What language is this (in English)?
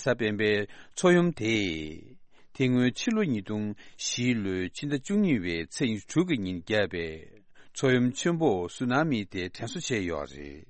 Tibetan